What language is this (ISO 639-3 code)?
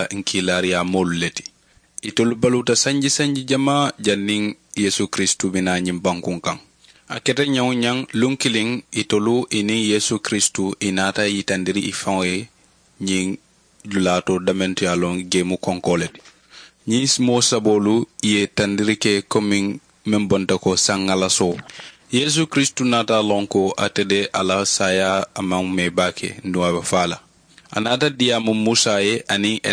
man